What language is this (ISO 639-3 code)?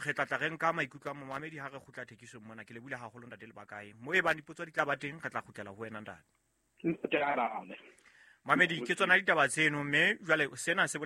sot